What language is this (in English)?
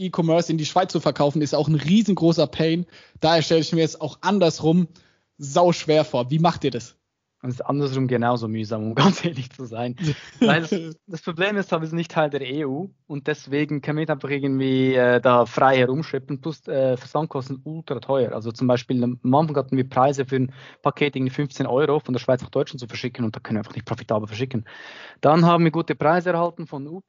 German